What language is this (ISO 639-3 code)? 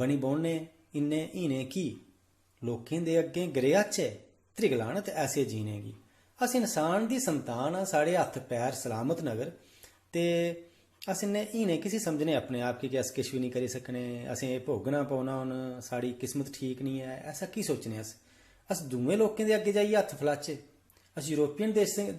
doi